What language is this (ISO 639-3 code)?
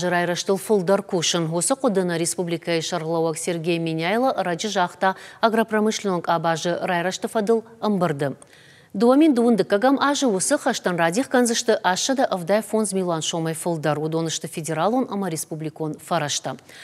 oss